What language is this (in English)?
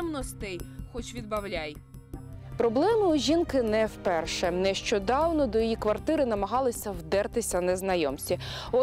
Ukrainian